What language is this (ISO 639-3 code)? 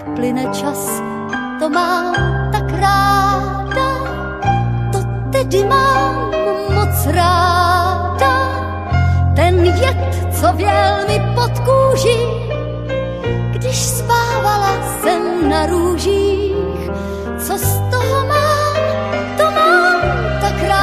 ces